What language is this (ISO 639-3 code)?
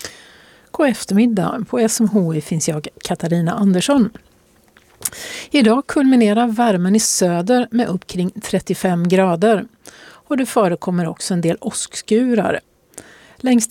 swe